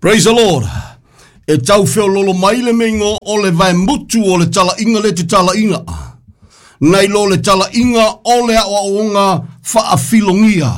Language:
Samoan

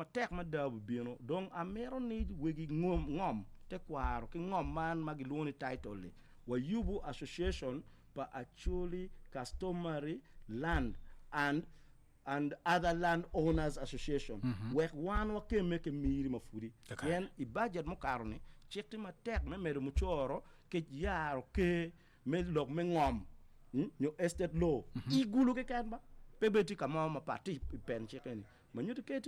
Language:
Acoli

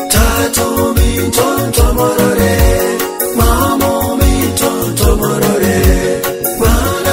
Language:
Gusii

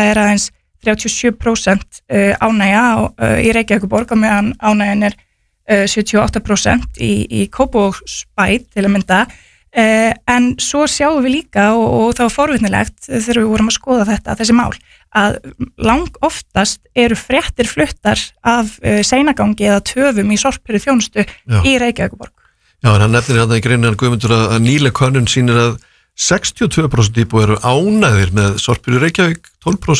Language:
Icelandic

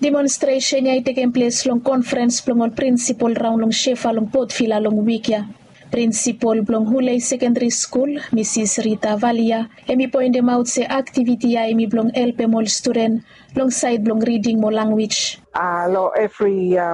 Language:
Bislama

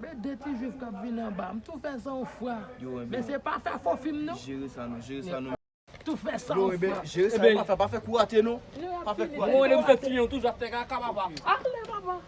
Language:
Haitian Creole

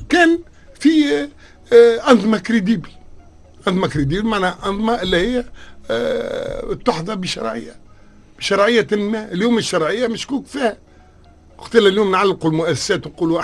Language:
Tunisian Arabic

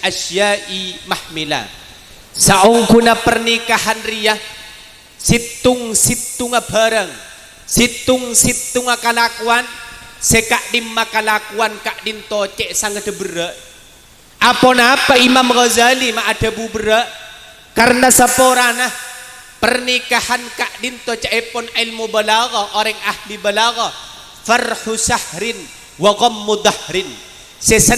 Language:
Madurese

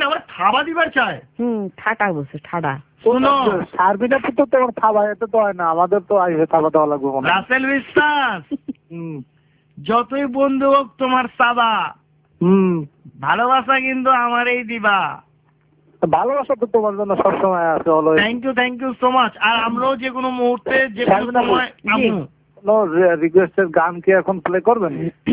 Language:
Bangla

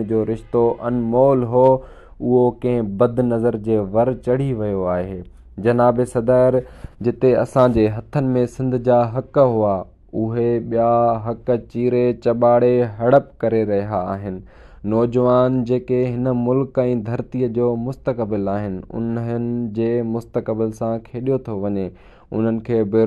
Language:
Sindhi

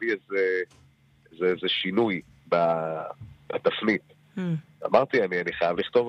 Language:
Hebrew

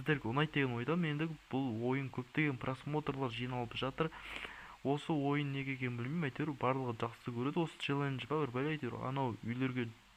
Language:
Kazakh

